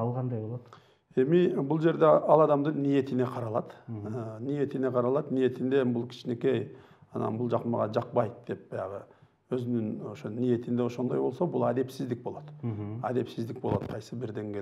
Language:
Kyrgyz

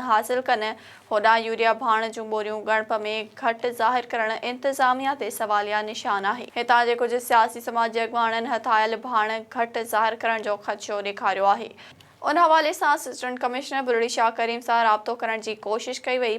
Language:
Sindhi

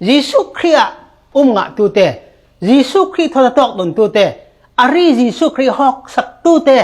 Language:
Falam Chin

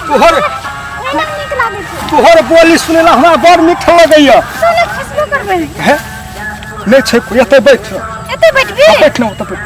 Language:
Maithili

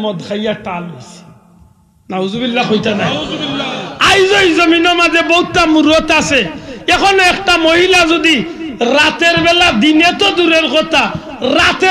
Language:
Sylheti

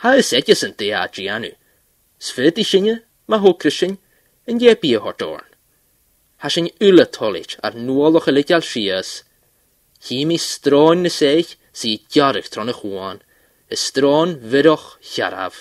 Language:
Scottish Gaelic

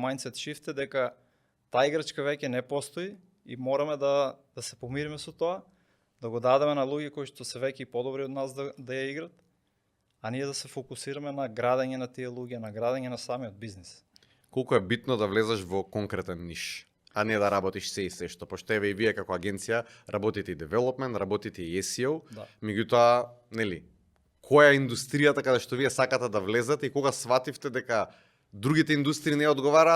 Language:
Macedonian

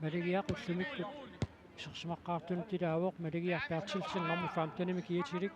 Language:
Kalaallisut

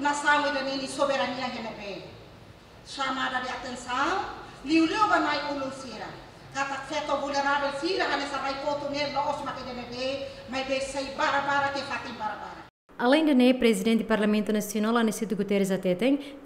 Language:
Tetum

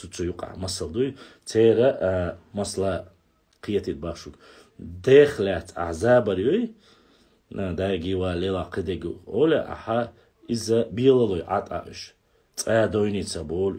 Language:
Chechen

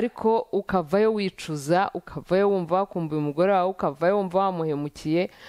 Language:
Kinyarwanda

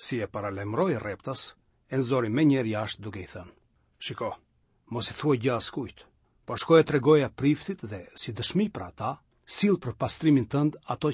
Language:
Albanian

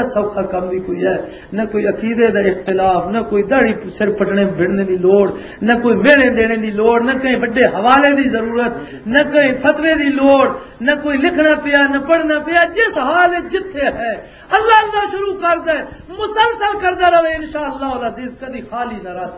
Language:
Western Panjabi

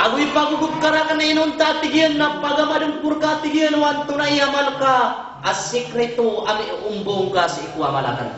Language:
Maranao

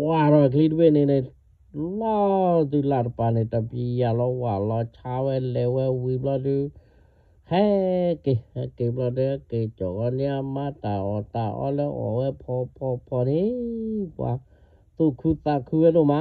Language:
S'gaw Karen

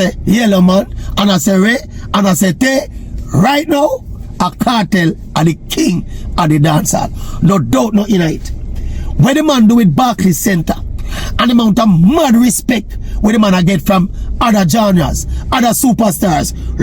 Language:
Jamaican Creole English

